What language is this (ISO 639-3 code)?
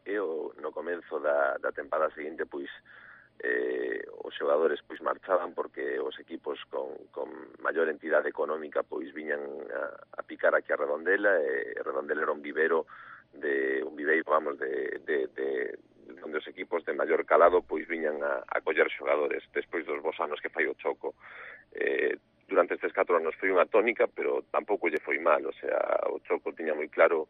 glg